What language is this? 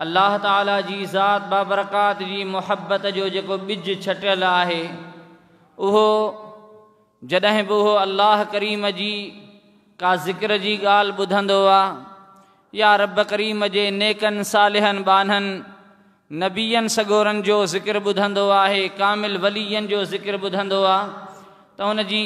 Sindhi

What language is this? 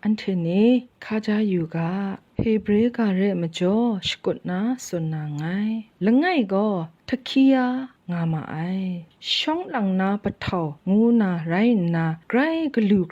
Kachin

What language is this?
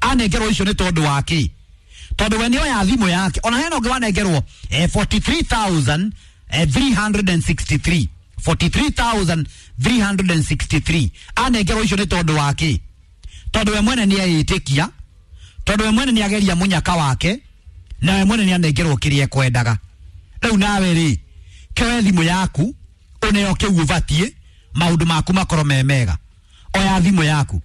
Kikuyu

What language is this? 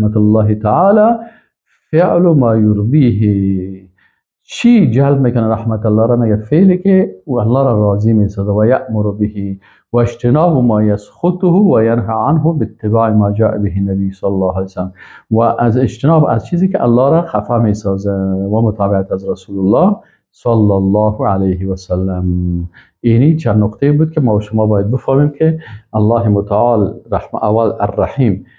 Persian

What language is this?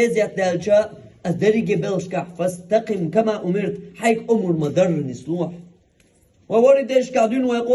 Chechen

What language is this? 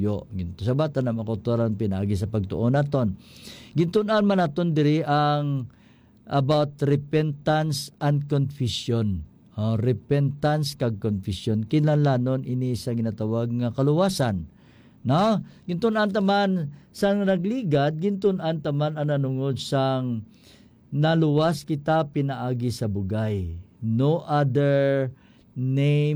Hiligaynon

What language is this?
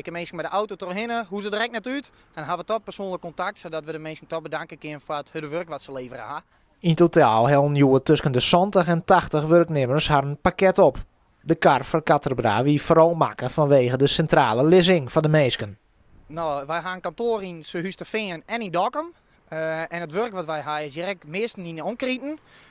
Western Frisian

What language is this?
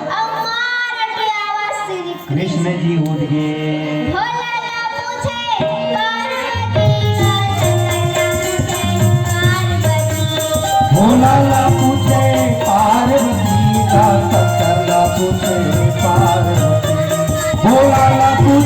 Chhattisgarhi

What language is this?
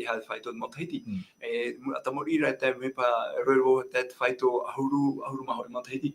Tahitian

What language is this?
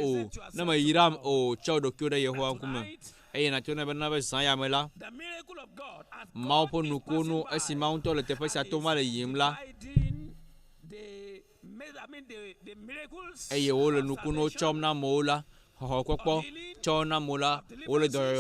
Ewe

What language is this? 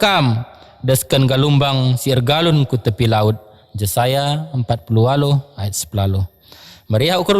Batak Karo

